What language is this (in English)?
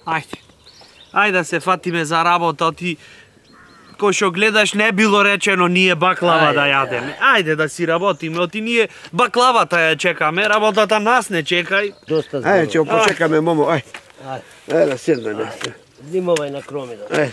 Macedonian